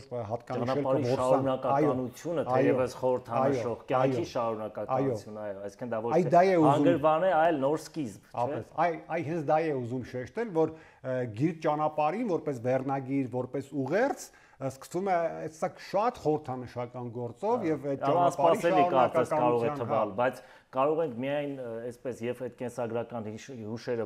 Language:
Armenian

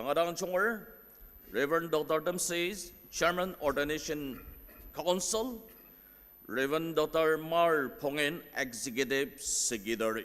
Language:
Ao Naga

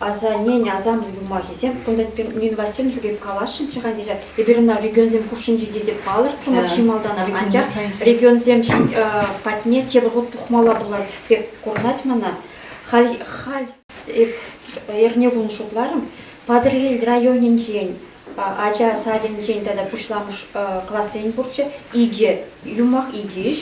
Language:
Chuvash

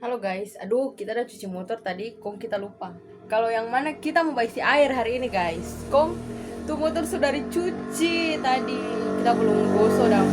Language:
Manado Malay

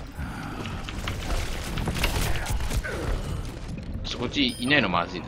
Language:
Japanese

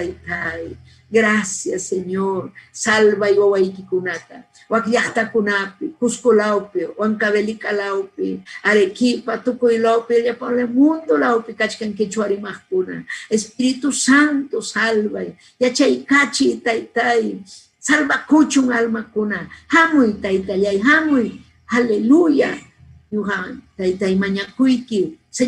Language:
Ayacucho Quechua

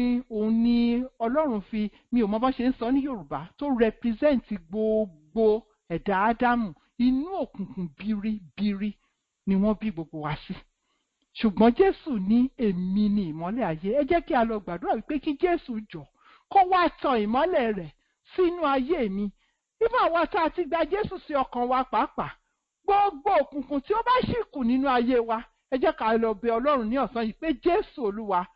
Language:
Yoruba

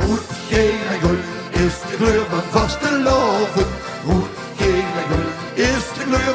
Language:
Limburgish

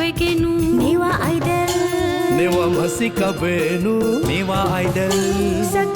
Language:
Newari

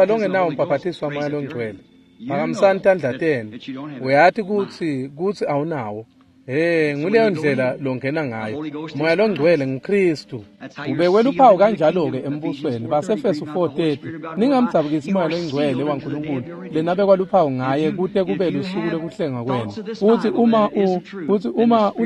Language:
Swati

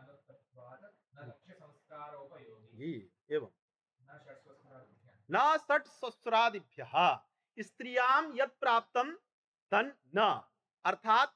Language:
Sanskrit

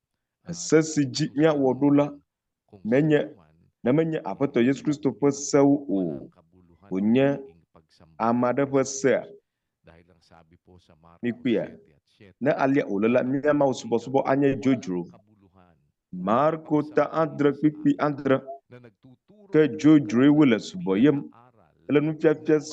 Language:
Ewe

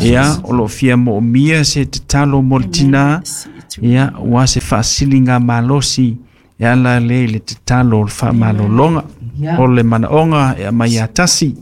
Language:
Samoan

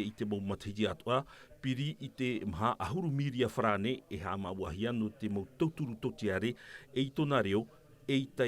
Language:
Tahitian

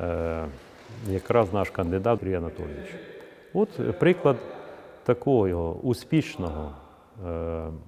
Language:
Ukrainian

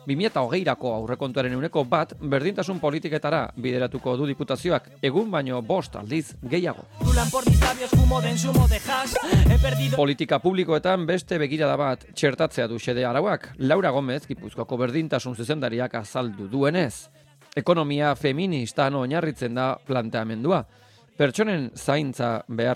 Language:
Basque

